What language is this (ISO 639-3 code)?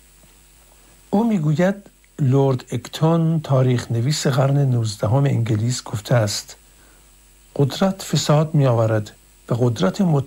fas